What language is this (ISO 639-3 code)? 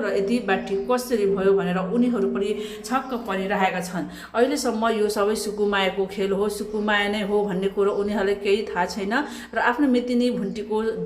nep